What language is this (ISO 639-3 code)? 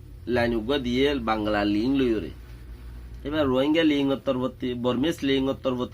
rhg